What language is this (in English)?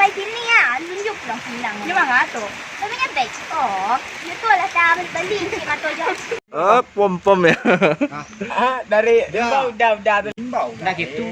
Minangkabau